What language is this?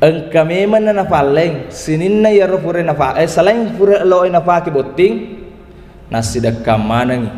Buginese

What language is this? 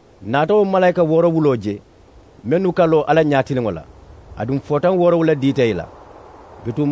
Mandingo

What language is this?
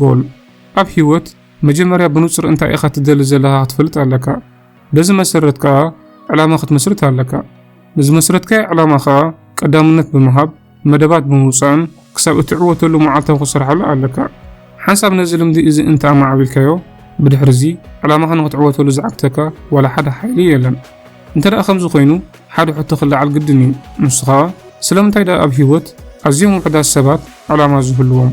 Tigrinya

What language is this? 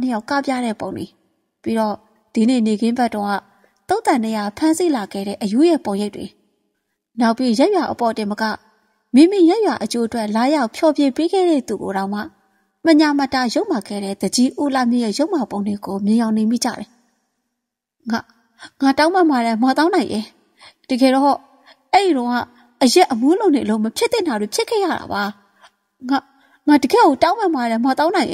Burmese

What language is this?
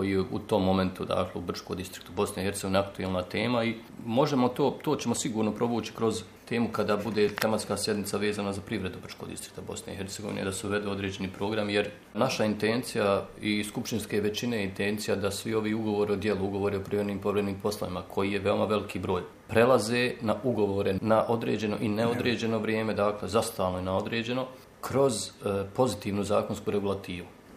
Bosnian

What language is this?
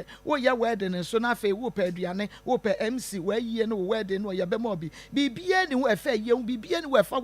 Akan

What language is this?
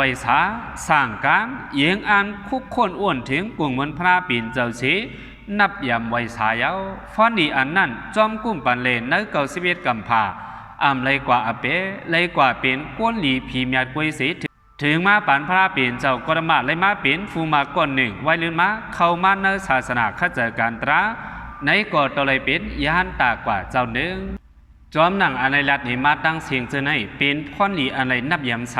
Shan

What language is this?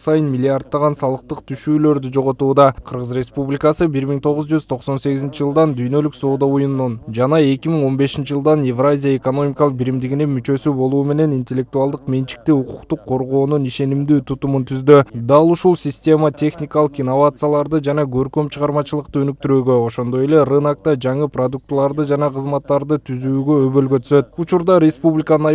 Kyrgyz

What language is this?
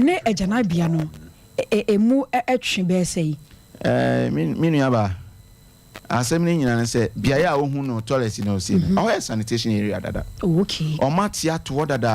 Akan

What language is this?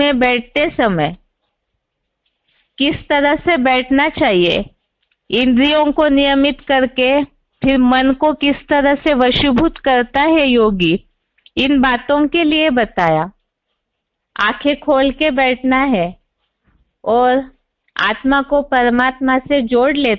Hindi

